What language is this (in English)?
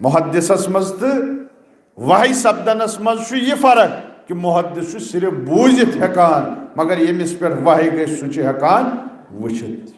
Kashmiri